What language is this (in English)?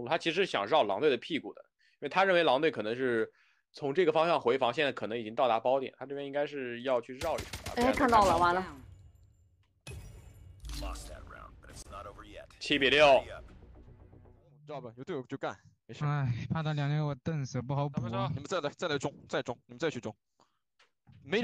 Chinese